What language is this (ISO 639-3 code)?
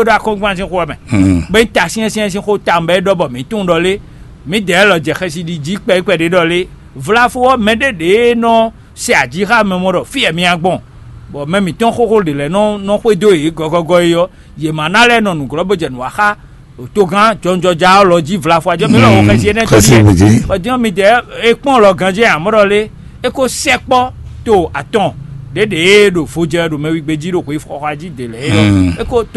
fon